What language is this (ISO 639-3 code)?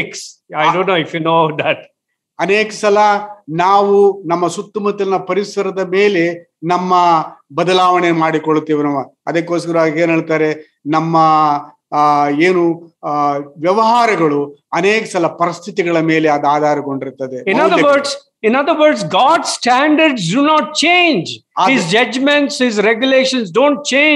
kan